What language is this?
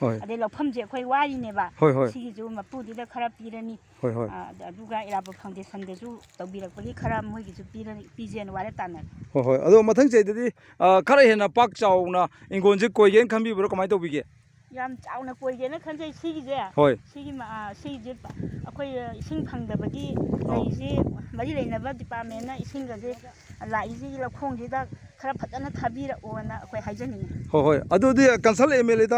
Manipuri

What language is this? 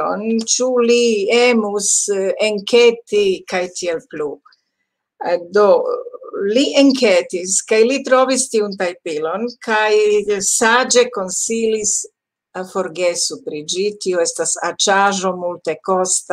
Esperanto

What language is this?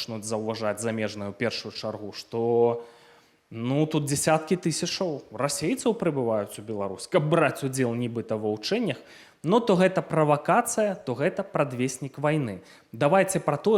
Belarusian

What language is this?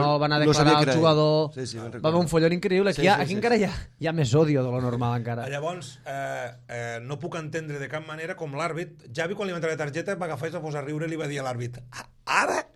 Catalan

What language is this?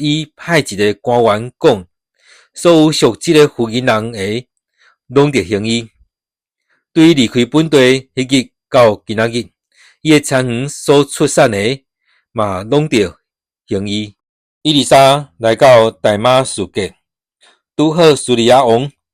Min Nan Chinese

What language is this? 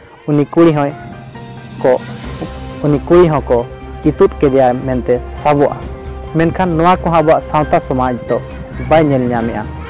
Santali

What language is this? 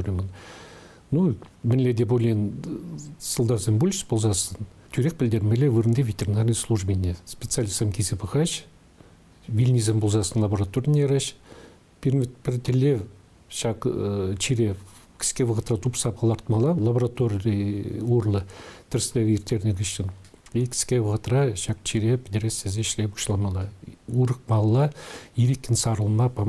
Chuvash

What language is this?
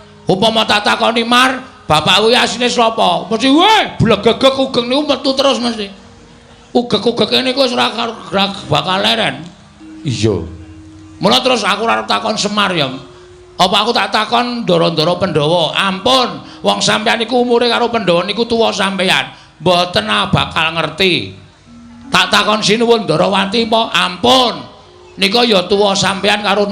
Javanese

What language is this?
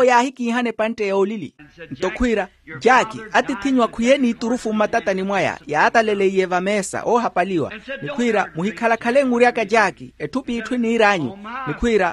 Makhuwa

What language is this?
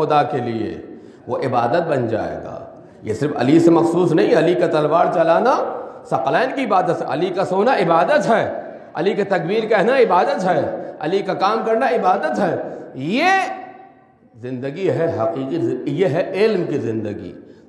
Urdu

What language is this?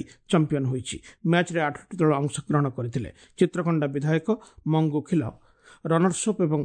Odia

